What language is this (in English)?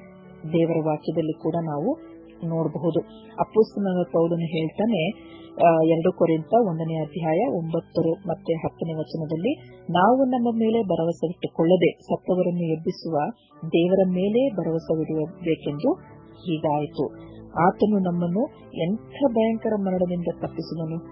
Kannada